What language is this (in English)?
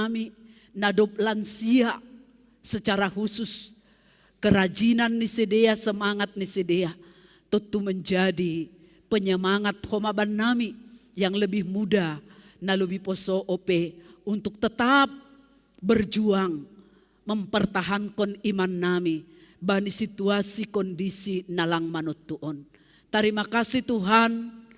Batak Simalungun